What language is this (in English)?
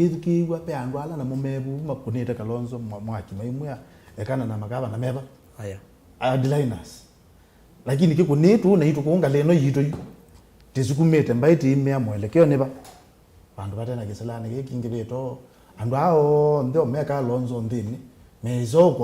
Kamba